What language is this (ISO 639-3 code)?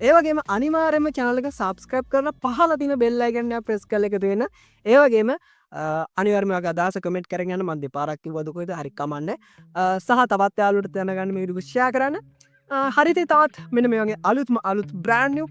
sin